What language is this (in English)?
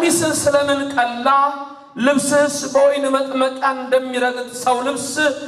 Amharic